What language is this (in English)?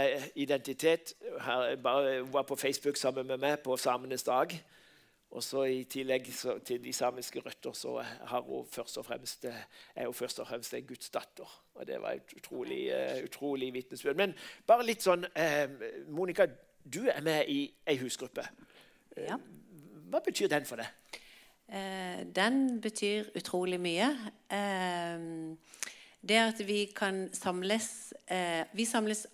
Norwegian